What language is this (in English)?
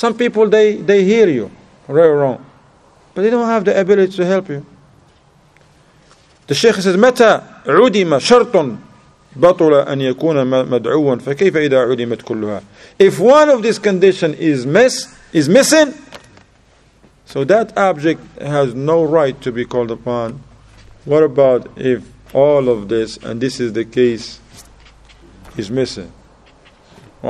English